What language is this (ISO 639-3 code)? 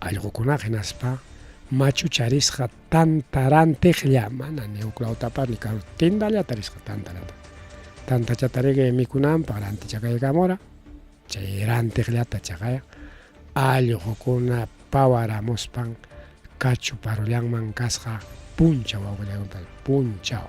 quy